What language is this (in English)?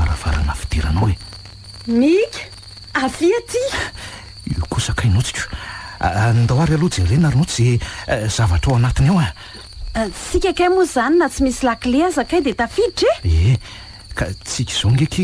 Malagasy